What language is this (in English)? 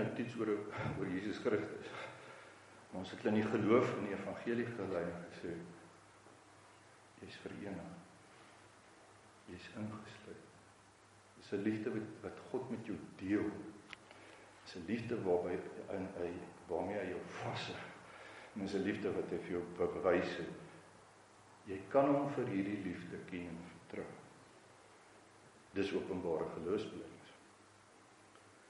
Afrikaans